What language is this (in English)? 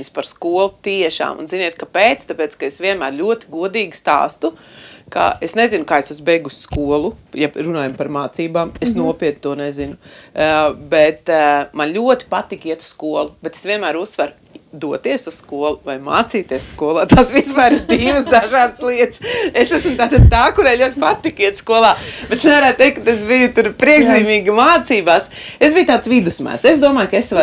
Latvian